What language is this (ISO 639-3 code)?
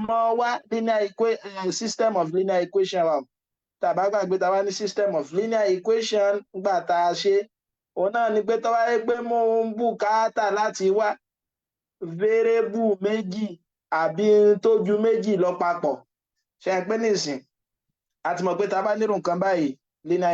yor